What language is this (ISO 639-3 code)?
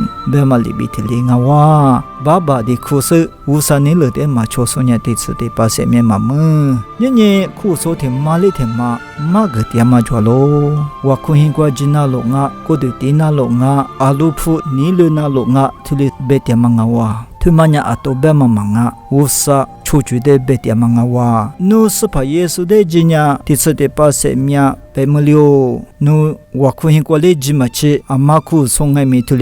lis